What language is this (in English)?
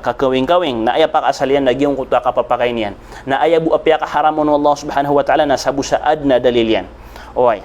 Maranao